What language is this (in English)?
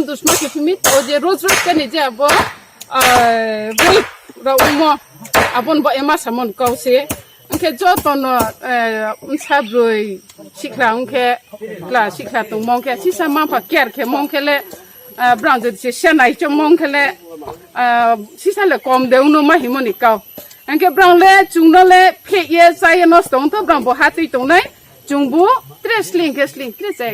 Riang (India)